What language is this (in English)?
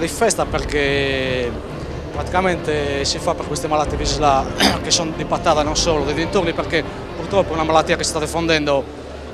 Italian